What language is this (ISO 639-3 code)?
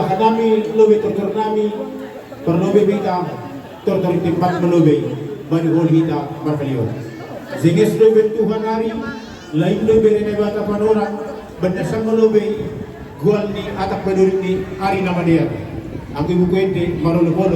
bts